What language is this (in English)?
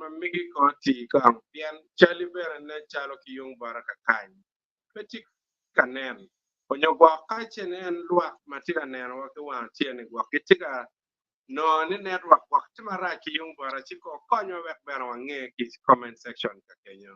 Acoli